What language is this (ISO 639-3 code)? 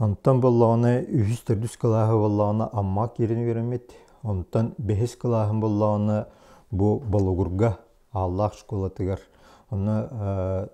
sah